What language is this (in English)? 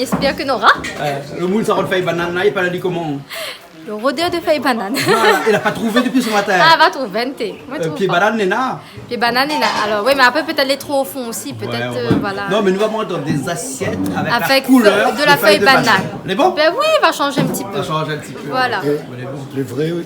Réunion Creole French